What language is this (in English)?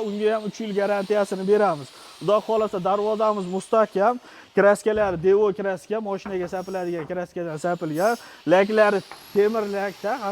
Uzbek